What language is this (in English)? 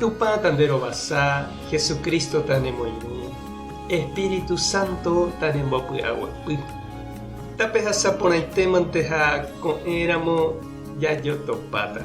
Guarani